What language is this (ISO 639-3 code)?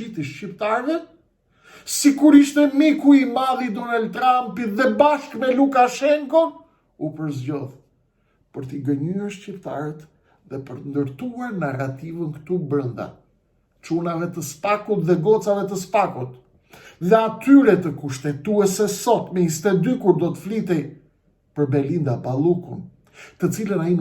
sqi